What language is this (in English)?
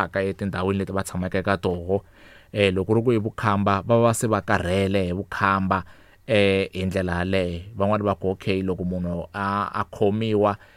Tsonga